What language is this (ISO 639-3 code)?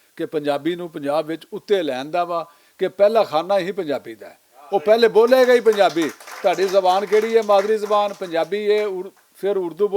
lah